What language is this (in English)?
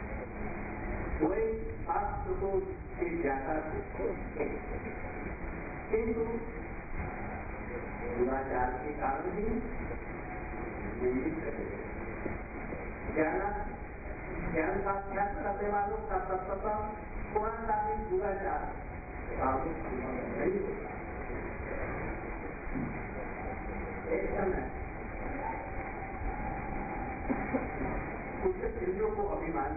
Hindi